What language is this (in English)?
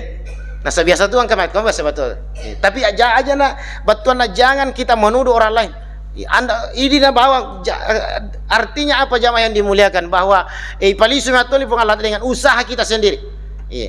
Buginese